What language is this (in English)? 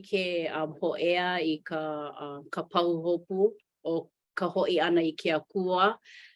Hawaiian